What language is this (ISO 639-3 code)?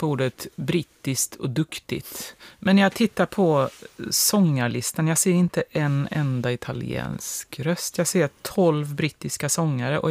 swe